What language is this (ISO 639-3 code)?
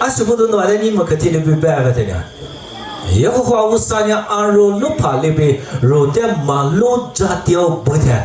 lis